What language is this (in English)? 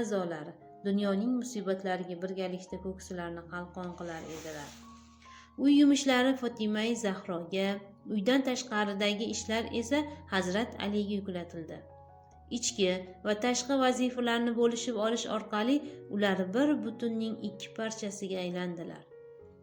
Uzbek